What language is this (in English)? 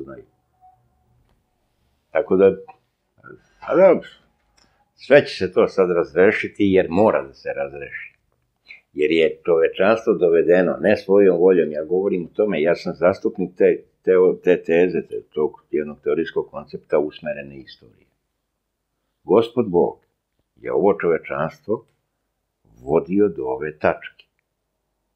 Serbian